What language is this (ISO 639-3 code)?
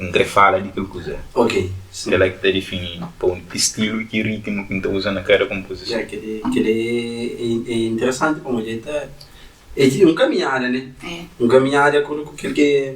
kea